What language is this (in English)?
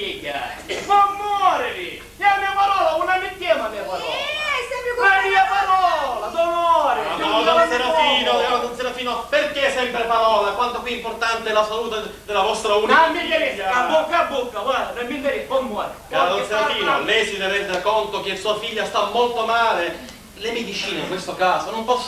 Sicilian